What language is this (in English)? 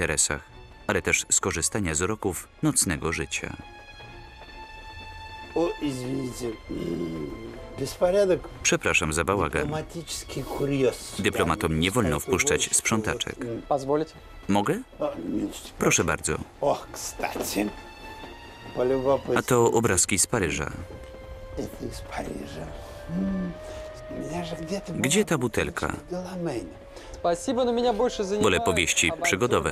Polish